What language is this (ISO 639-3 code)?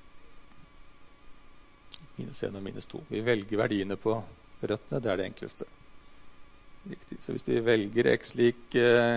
nor